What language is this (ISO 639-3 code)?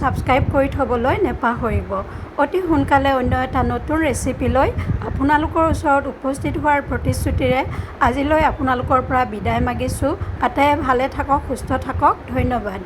asm